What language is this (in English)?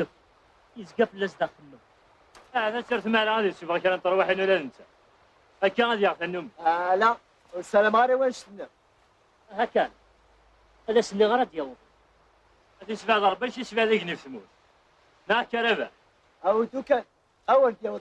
Kabyle